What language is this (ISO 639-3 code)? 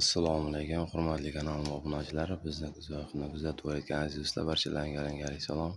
uzb